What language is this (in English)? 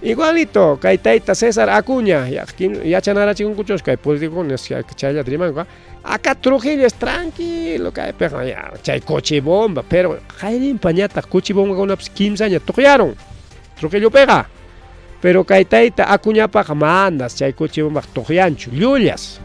Ayacucho Quechua